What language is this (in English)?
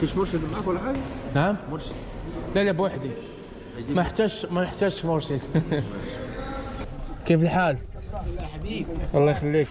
Egyptian Arabic